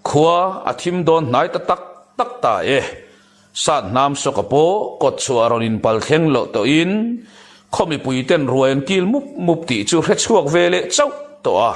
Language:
Mizo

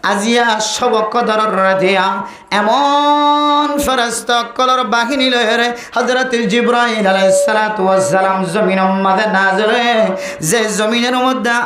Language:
Rohingya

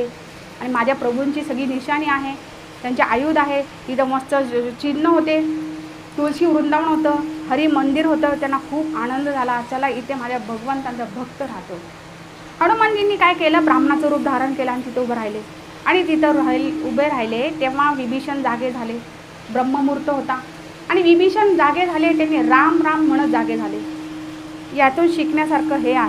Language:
Marathi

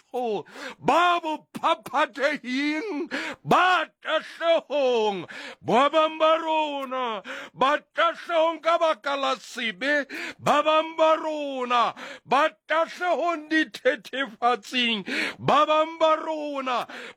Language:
Southern Sotho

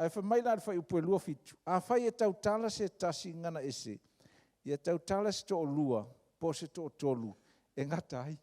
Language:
Samoan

